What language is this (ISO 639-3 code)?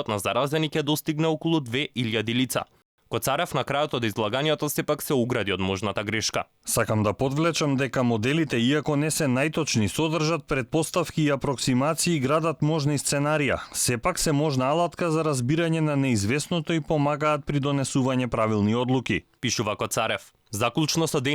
mkd